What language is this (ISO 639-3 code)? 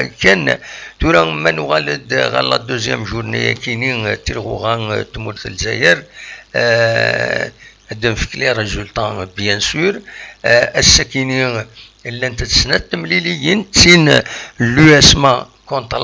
kab